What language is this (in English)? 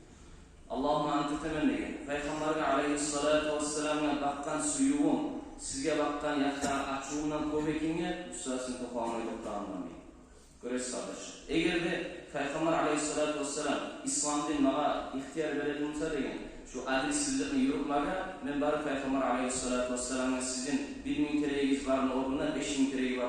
Kumyk